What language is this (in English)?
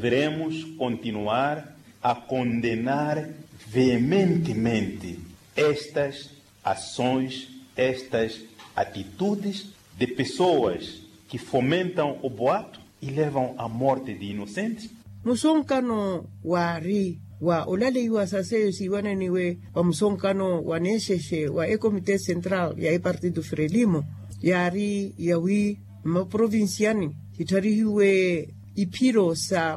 Makhuwa